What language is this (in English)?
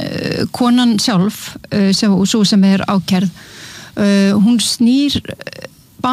Icelandic